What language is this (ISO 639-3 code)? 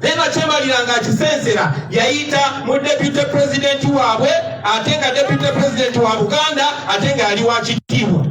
lug